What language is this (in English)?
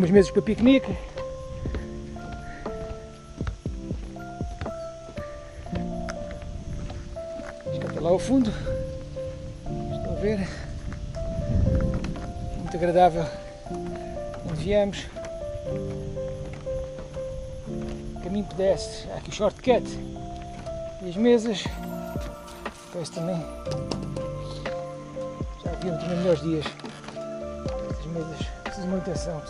Portuguese